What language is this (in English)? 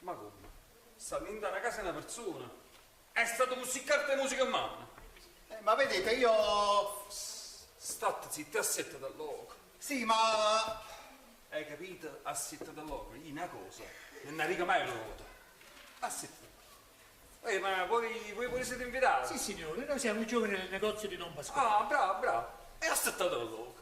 Neapolitan